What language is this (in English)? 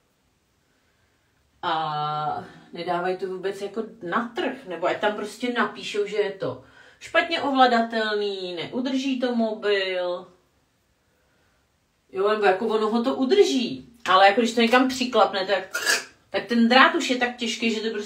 Czech